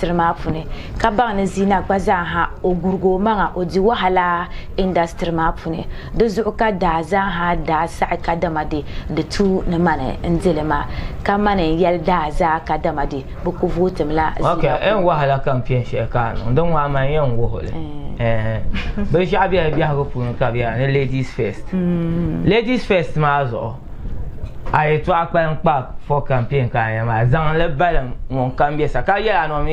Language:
Dagbani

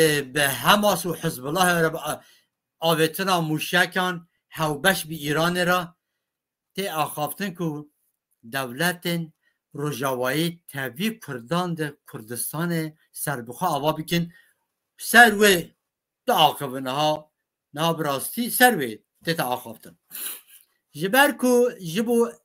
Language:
Kurdish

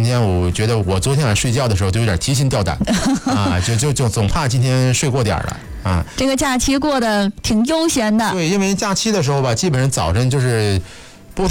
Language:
Chinese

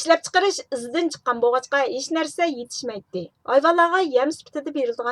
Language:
Uyghur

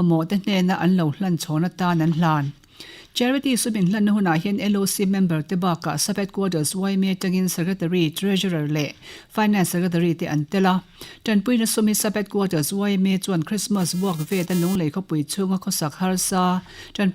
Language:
Mizo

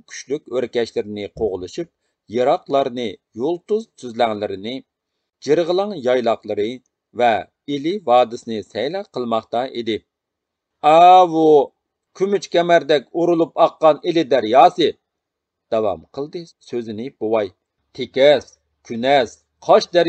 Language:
Uyghur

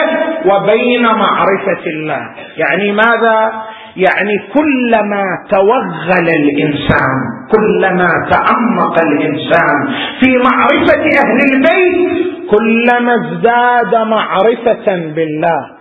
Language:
Arabic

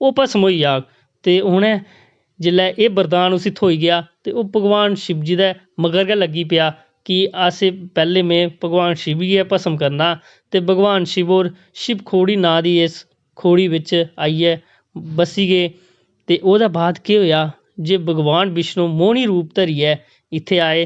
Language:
Dogri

